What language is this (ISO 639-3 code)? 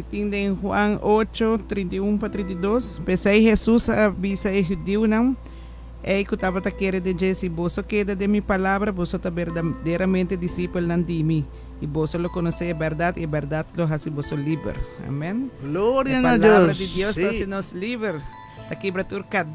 pap